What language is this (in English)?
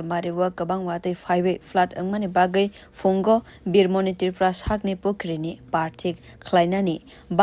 Kok Borok